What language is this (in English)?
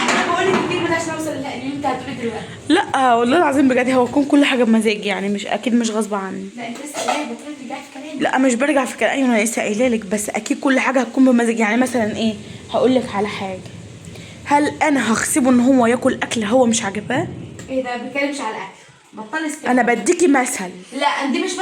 Egyptian Arabic